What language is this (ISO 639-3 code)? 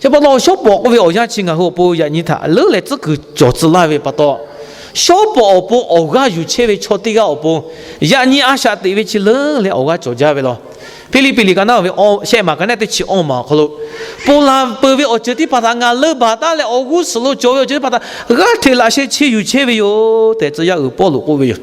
lhu